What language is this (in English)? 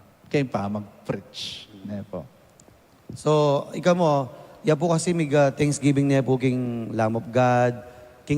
Pampanga